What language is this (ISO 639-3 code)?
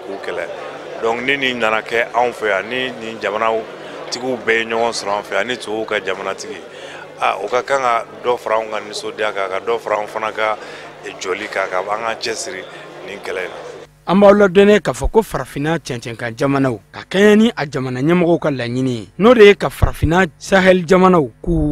bam